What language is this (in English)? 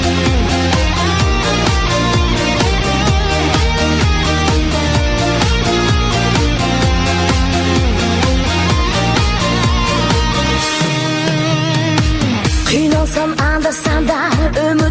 Kazakh